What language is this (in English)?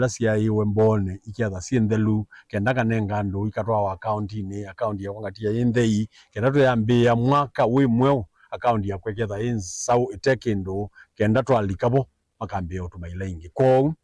Kamba